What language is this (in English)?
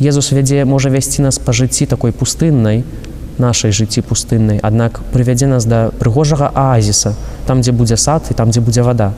Belarusian